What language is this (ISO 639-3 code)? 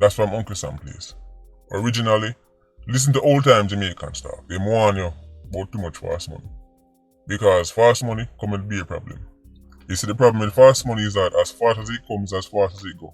jam